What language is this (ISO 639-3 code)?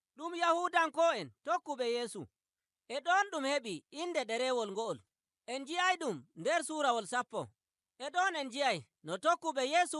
fuv